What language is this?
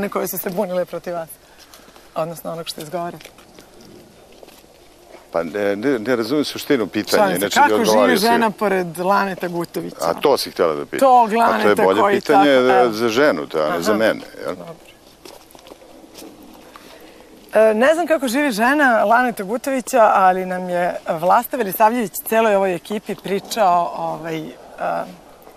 Serbian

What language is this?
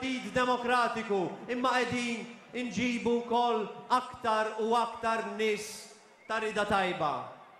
Maltese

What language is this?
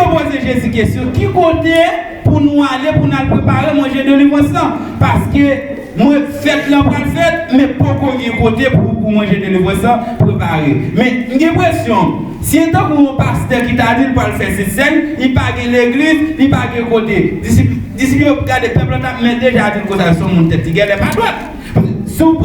Haitian Creole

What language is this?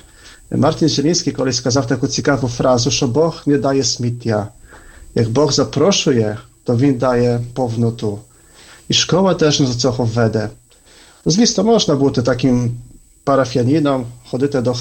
Ukrainian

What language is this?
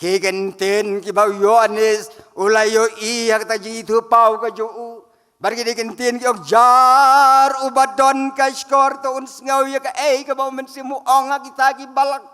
Khasi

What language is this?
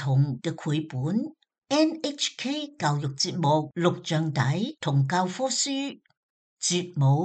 Cantonese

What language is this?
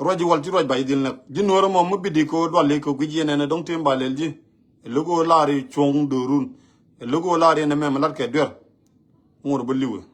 Nuer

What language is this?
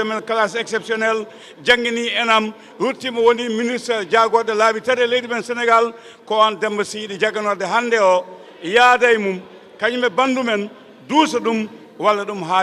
Fula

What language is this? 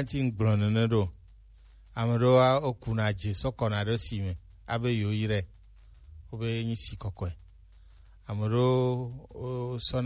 Gen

